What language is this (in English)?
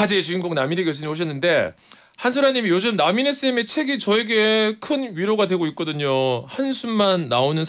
Korean